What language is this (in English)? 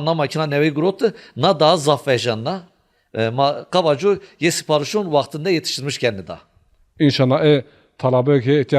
Zaza